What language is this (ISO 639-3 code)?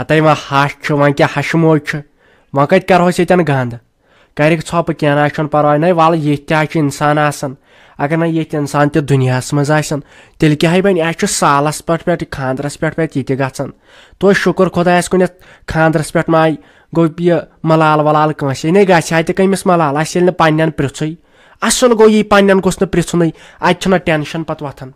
kas